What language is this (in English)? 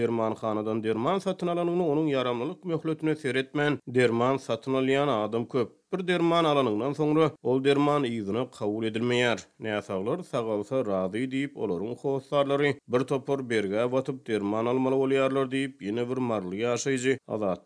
Turkmen